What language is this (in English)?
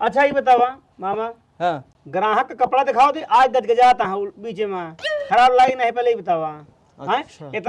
Awadhi